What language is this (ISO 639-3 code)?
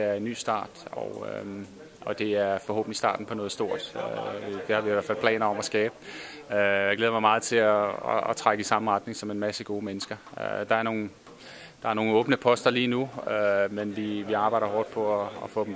dan